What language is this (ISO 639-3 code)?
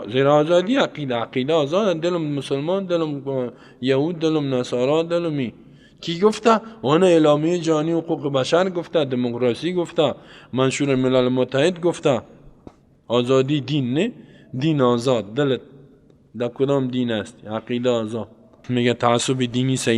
fas